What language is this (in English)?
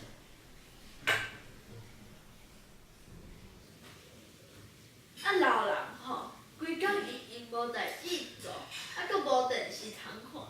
Min Nan Chinese